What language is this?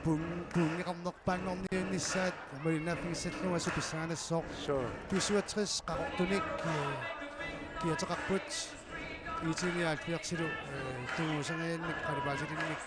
Kalaallisut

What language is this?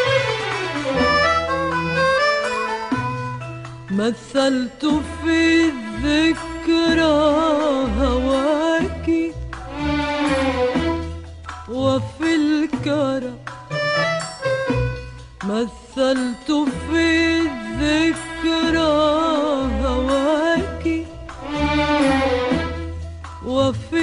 Arabic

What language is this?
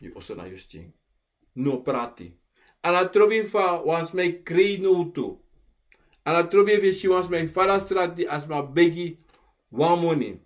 Sranan Tongo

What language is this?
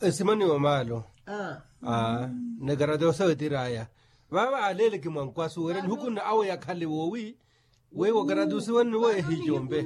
Makhuwa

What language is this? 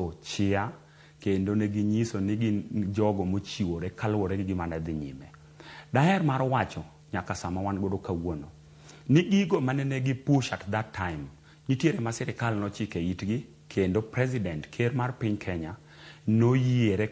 Luo (Kenya and Tanzania)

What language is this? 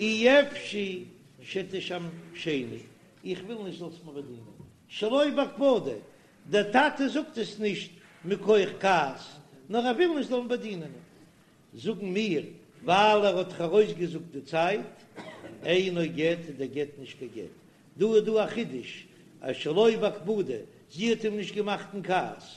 Yiddish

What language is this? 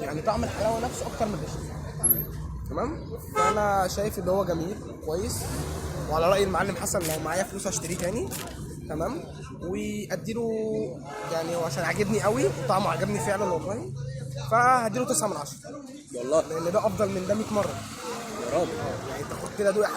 Egyptian Arabic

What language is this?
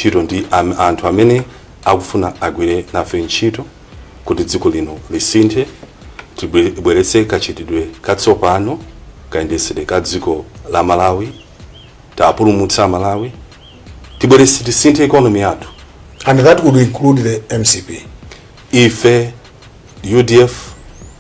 Nyanja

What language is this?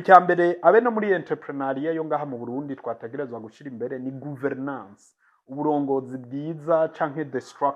Rundi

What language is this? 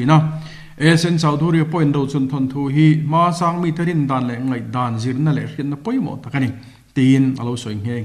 Mizo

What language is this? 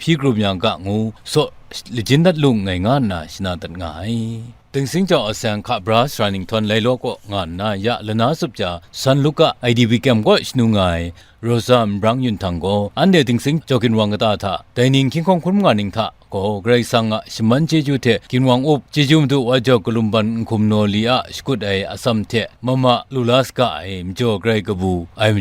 Kachin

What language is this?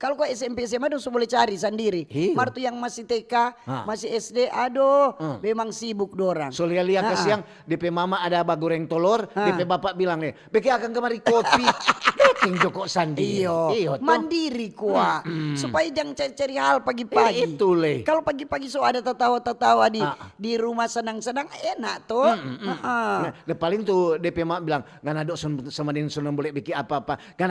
Manado Malay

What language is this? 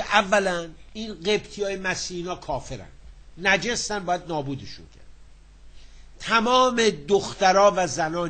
Persian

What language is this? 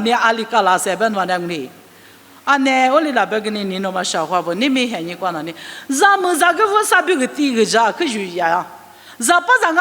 Lisu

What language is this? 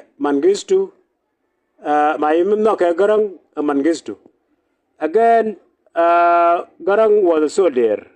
Nuer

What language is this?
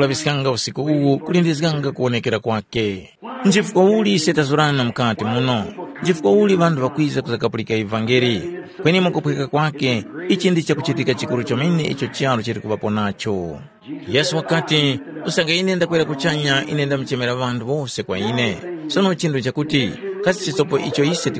Tumbuka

